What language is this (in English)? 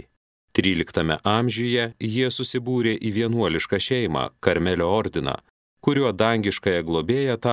Lithuanian